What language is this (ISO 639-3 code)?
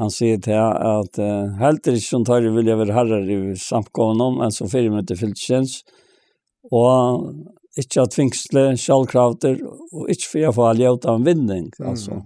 fao